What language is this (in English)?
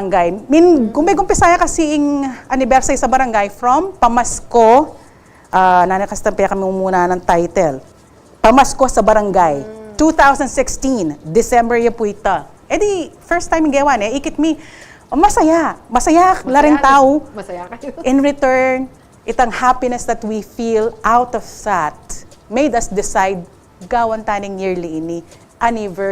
Pampanga